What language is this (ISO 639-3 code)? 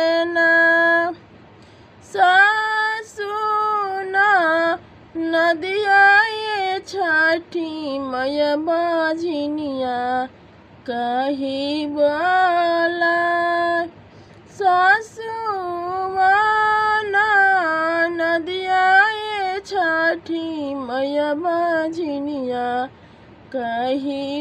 bho